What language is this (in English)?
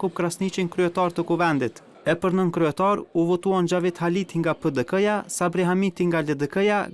Albanian